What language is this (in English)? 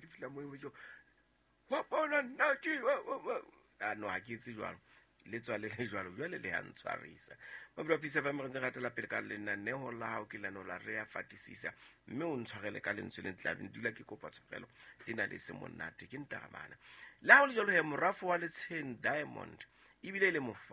Southern Sotho